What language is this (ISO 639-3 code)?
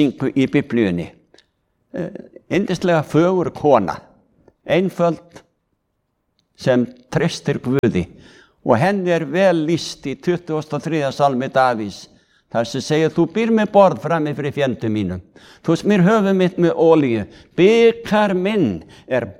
isl